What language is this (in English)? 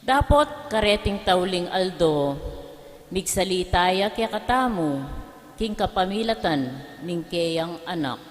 Pampanga